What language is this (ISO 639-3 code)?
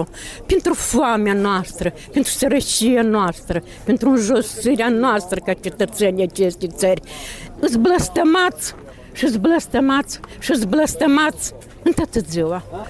ron